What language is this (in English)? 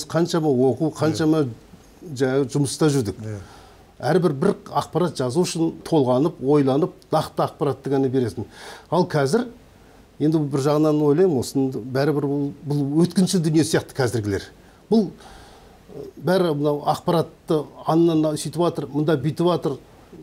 Kazakh